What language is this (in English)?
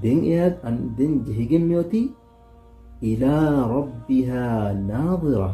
Divehi